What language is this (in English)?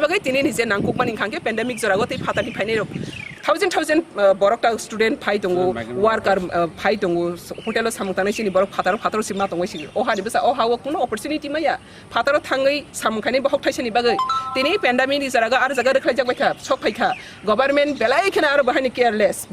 Kok Borok